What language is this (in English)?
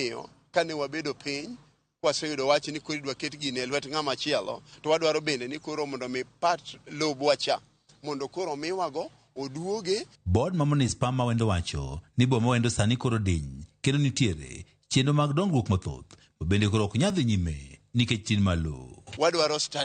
Luo (Kenya and Tanzania)